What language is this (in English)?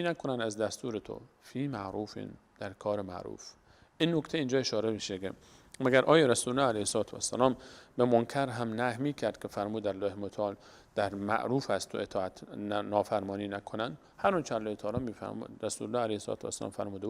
Persian